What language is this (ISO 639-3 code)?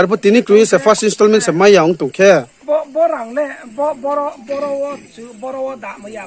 ria